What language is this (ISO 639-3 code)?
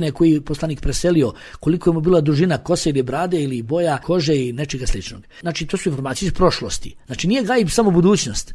bos